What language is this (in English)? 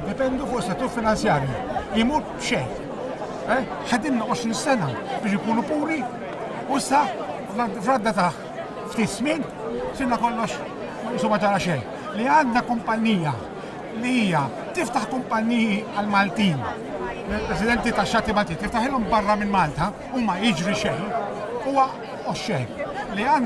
Maltese